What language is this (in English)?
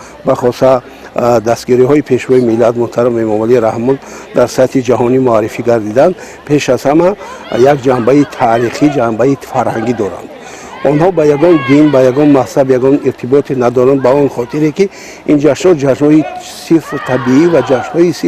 Tajik